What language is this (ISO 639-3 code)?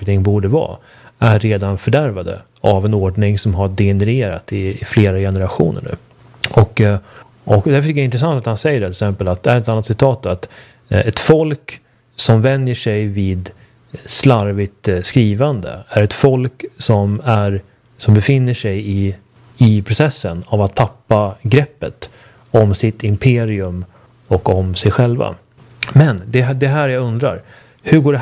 swe